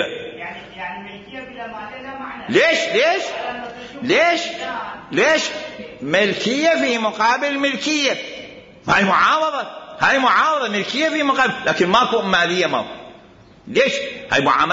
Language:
Mesopotamian Arabic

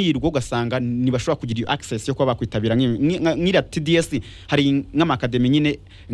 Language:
Kinyarwanda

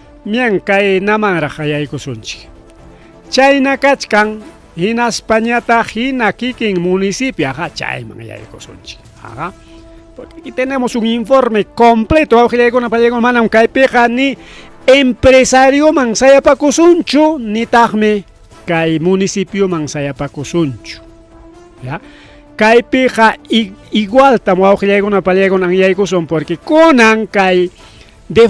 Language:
Ayacucho Quechua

